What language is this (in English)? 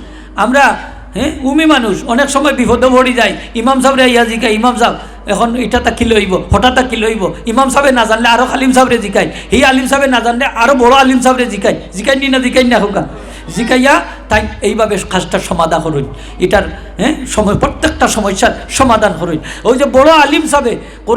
Sylheti